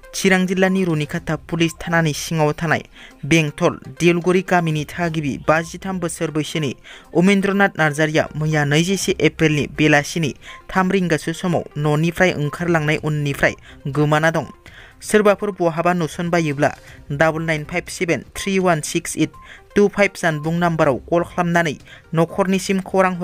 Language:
Bodo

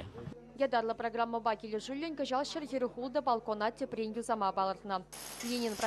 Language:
Chuvash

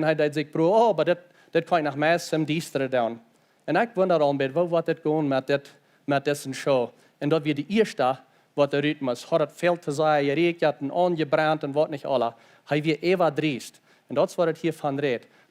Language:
Plautdietsch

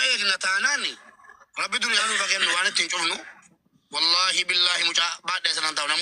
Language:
Oromo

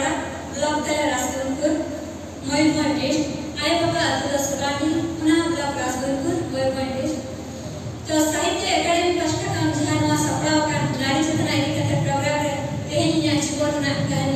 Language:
Santali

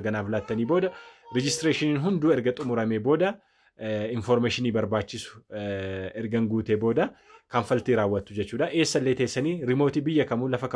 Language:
Oromo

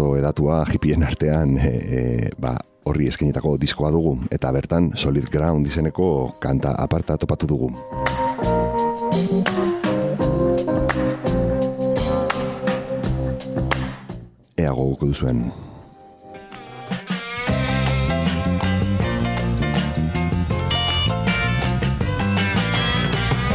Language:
Basque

